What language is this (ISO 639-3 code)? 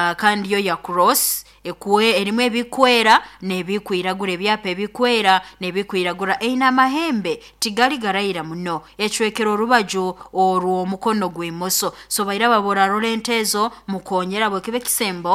nyo